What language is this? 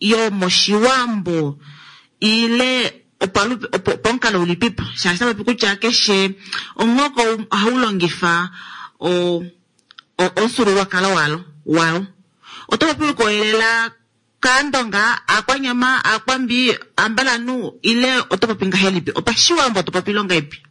Kuanyama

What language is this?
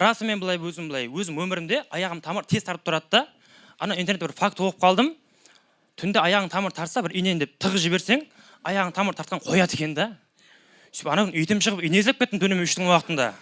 Kara-Kalpak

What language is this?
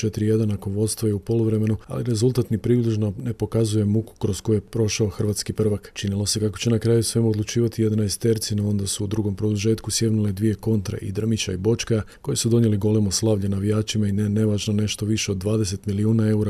Croatian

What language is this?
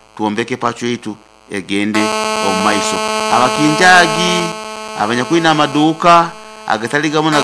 Nyoro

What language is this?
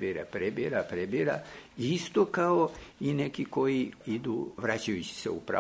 Croatian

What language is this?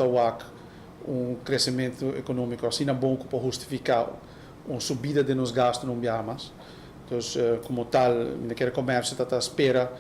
Papiamento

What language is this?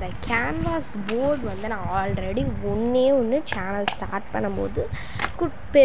Tamil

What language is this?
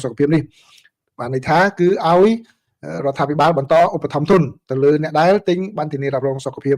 Khmer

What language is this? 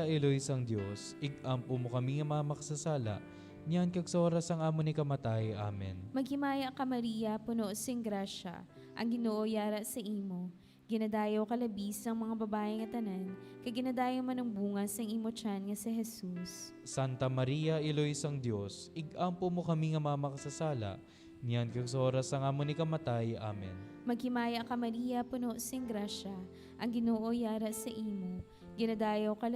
Hiligaynon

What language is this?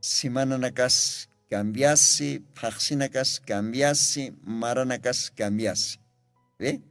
Aymara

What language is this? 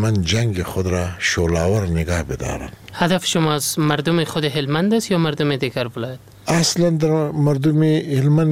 Persian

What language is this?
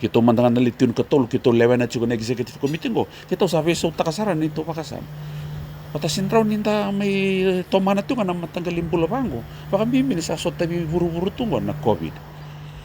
Fijian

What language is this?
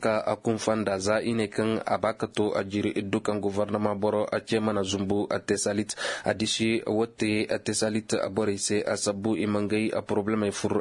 Koyraboro Senni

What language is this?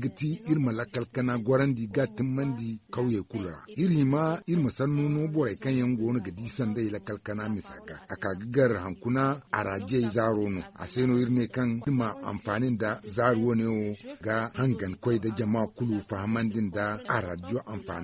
Zarma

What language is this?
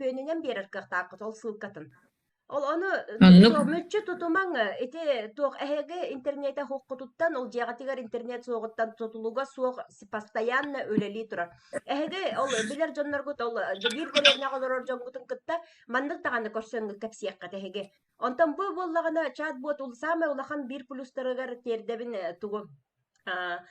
Yakut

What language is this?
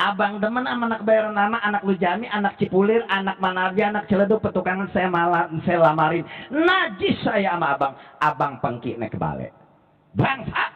Betawi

